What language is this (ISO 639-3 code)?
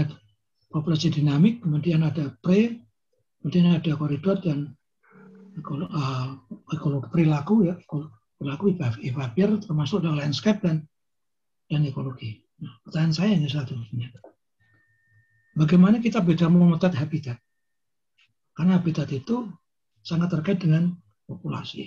ind